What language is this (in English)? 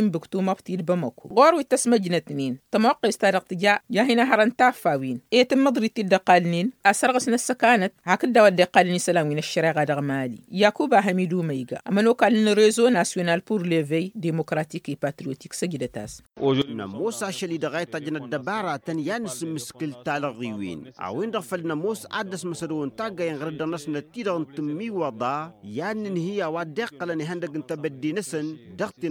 Tamasheq